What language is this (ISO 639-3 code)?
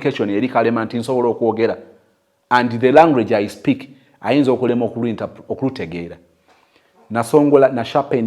lug